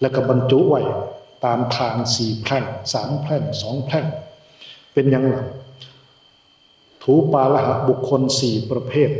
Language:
Northeastern Thai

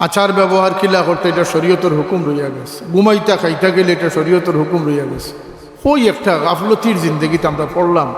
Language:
Sylheti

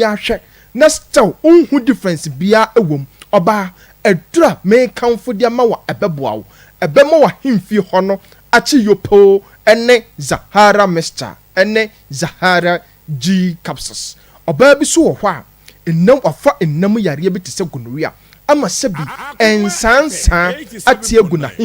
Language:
Akan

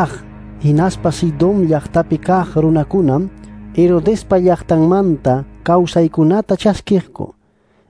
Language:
Ayacucho Quechua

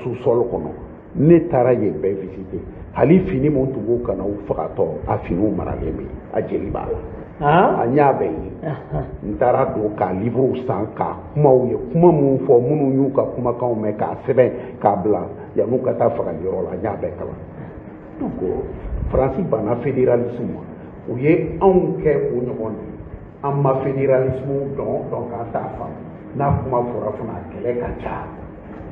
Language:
Bambara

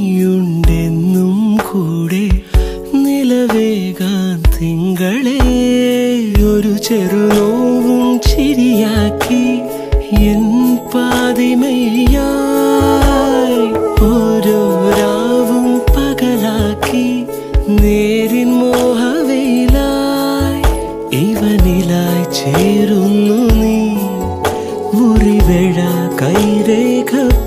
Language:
Malayalam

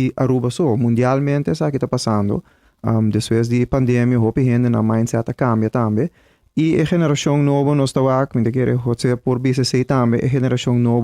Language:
Papiamento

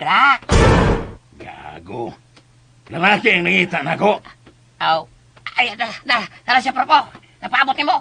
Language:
Cebuano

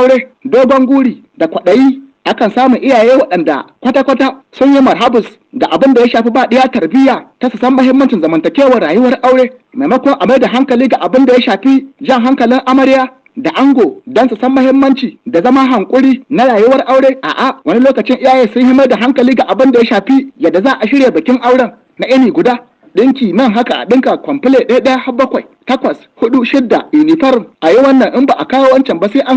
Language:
Hausa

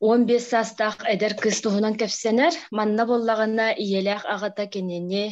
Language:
Yakut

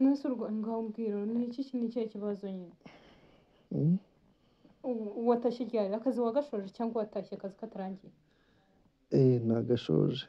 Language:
Kinyarwanda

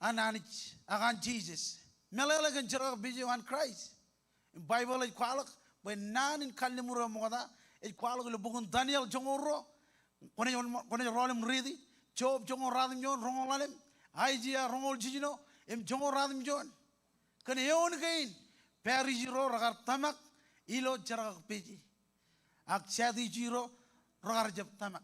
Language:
Marshallese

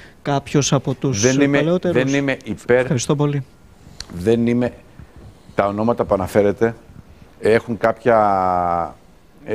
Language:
Greek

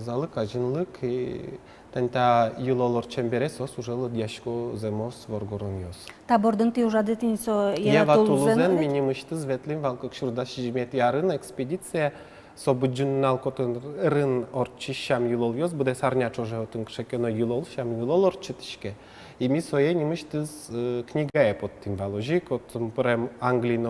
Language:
Udmurt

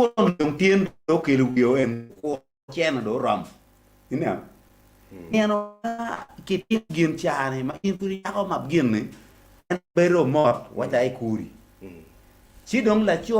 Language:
Acoli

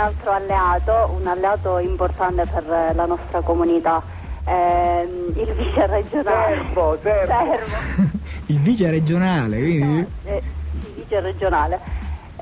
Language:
Italian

